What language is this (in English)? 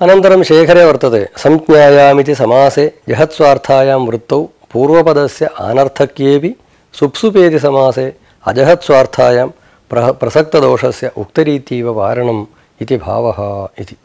Sanskrit